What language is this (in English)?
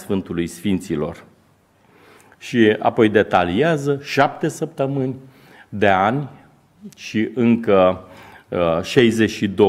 Romanian